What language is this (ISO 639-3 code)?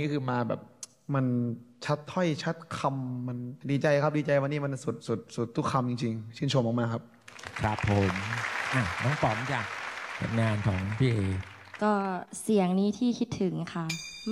tha